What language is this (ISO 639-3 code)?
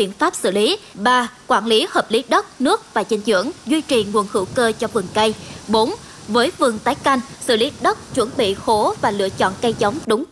vie